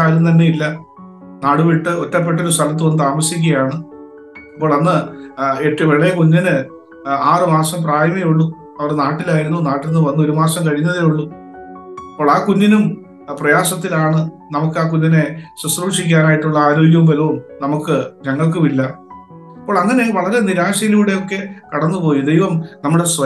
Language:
Malayalam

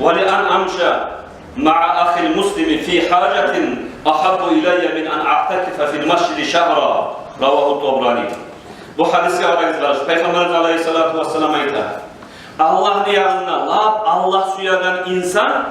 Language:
Kumyk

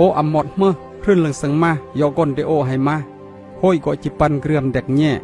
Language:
Khmu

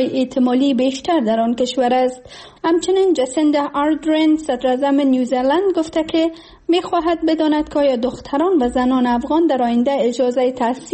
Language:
Persian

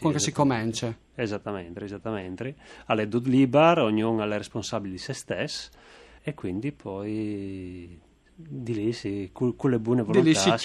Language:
Friulian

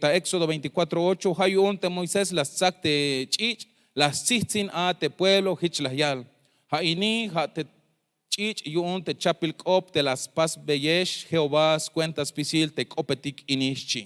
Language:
Tzeltal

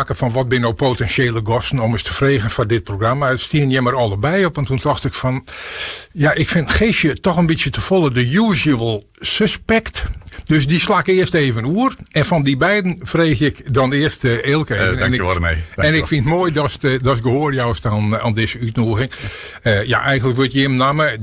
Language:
Western Frisian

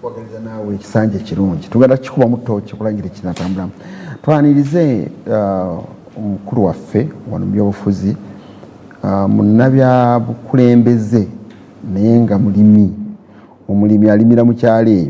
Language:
Ganda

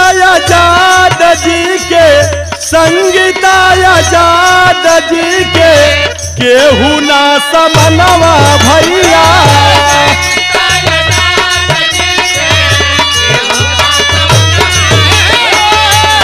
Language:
Bhojpuri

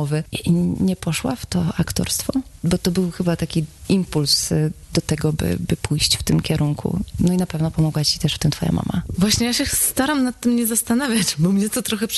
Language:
Polish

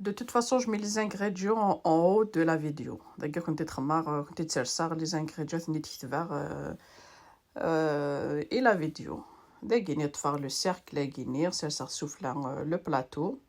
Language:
Kabyle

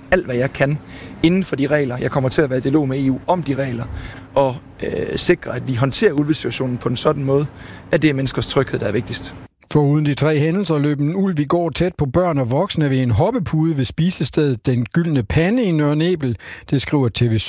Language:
Danish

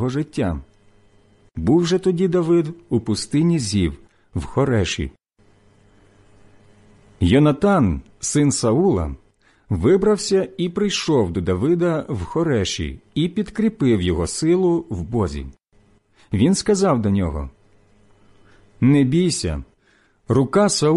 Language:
Ukrainian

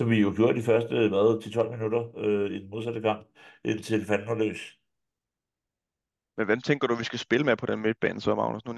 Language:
Danish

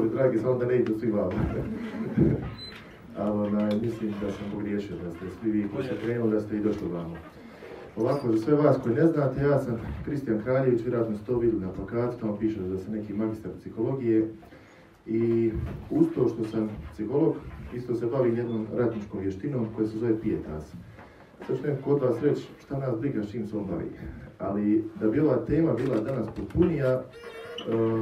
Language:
Croatian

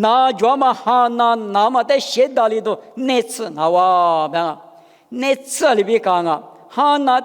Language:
Lisu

